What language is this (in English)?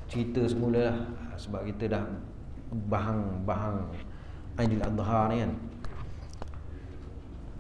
Malay